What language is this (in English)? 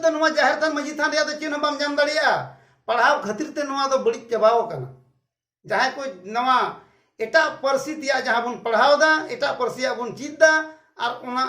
Santali